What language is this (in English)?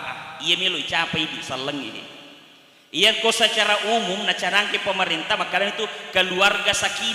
Buginese